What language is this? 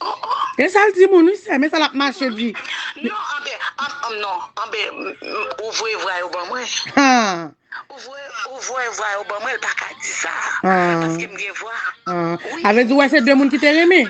Haitian Creole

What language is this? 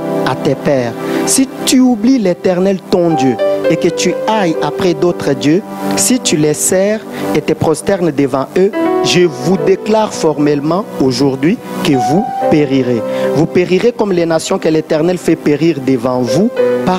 French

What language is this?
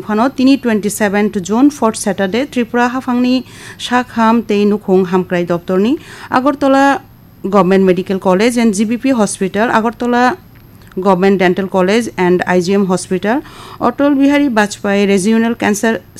Kok Borok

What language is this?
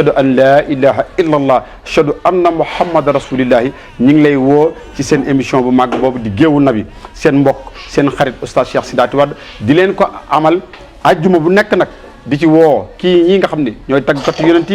Wolof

